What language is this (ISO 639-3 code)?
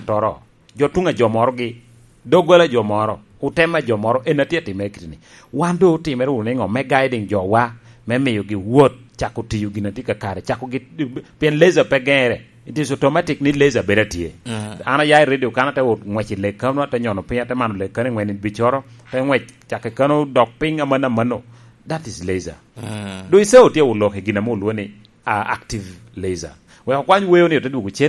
laj